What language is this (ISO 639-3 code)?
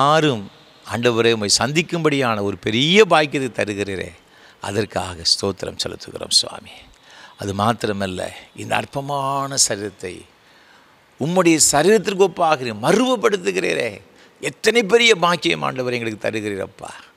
tam